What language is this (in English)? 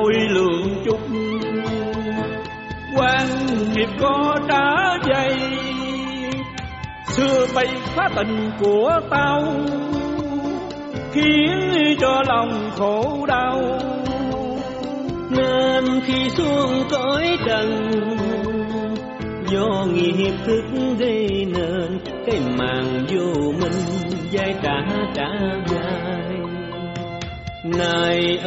Vietnamese